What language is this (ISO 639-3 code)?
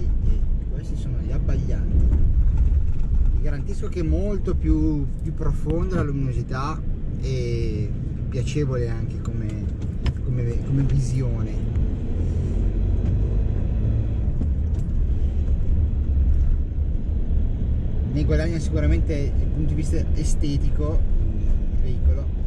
ita